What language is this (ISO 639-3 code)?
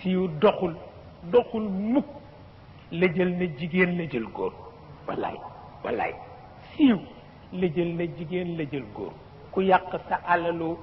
wol